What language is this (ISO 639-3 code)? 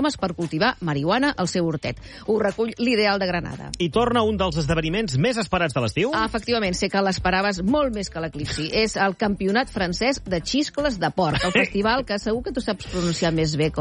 cat